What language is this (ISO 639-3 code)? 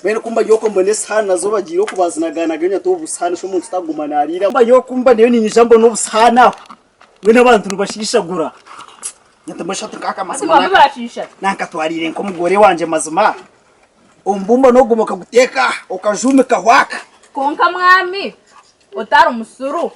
nyn